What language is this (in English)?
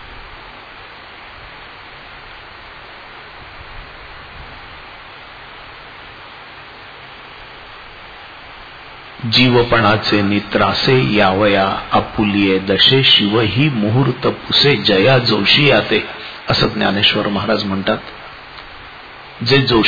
Marathi